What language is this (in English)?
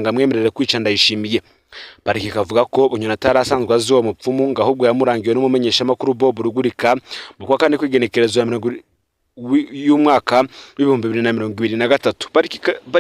Rundi